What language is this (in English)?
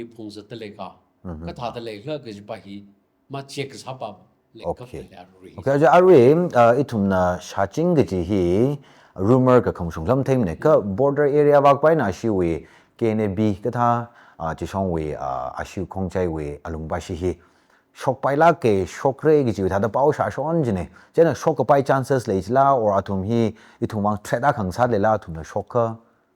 Tangkhul Naga (India)